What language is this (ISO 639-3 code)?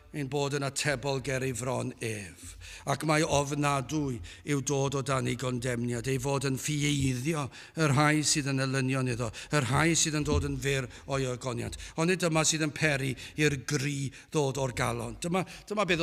cym